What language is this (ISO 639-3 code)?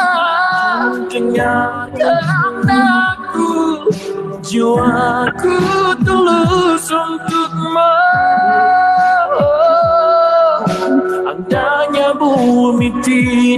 msa